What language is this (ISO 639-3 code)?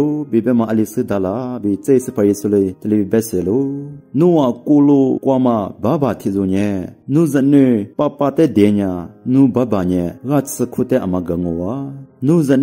lis